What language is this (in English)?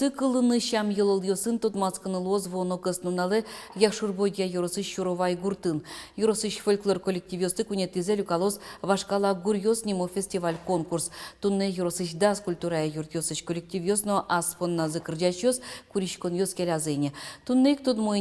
Udmurt